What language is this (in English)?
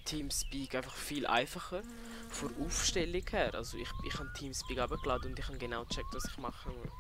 Swiss German